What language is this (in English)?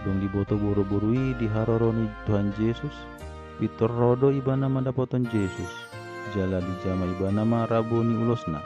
Batak Toba